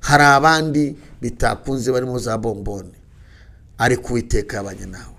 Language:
Kinyarwanda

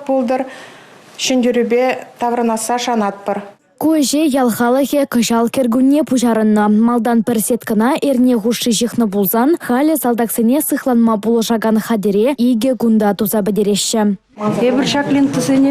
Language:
Chuvash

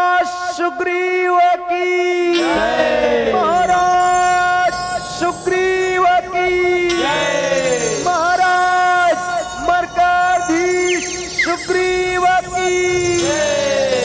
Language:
Chhattisgarhi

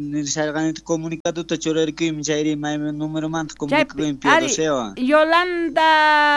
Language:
South Bolivian Quechua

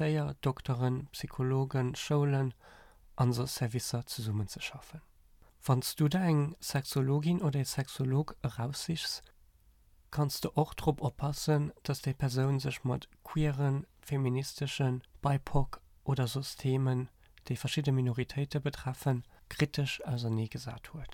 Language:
Luxembourgish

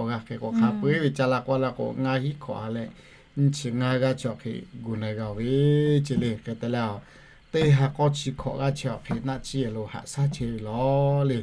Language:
Lahu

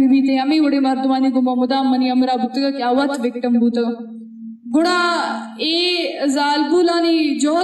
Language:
Eastern Balochi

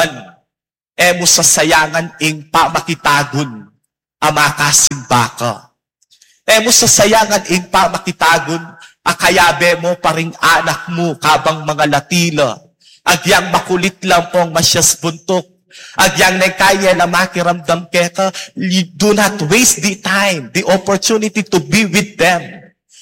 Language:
Pampanga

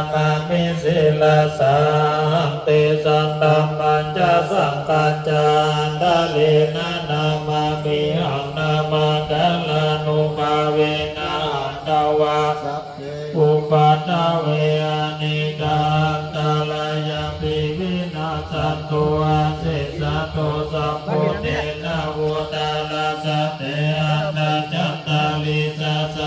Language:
Pali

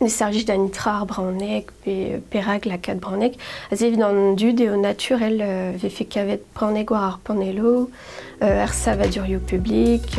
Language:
Breton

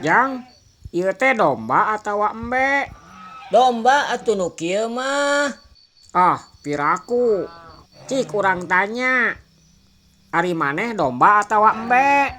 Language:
Sundanese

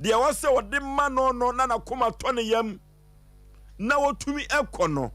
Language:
Akan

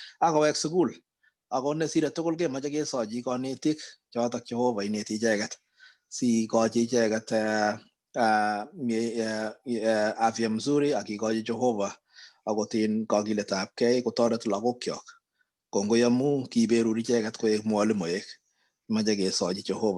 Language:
Kalenjin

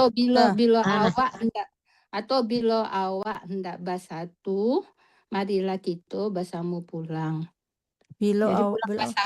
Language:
Minangkabau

